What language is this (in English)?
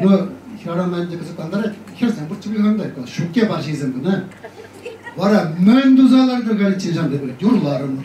Chuvash